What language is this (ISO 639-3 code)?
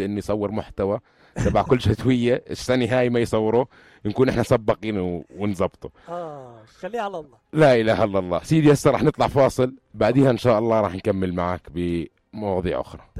apc